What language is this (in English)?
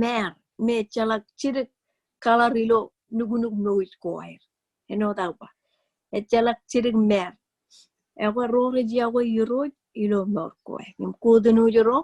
Marshallese